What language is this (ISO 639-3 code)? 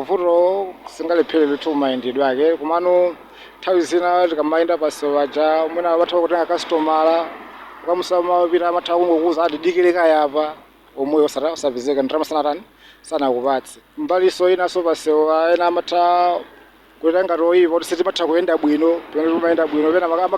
nya